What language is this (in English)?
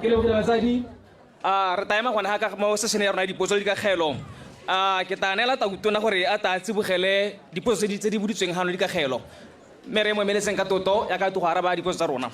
Tswana